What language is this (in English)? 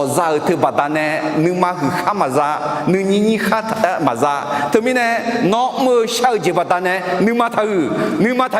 Akha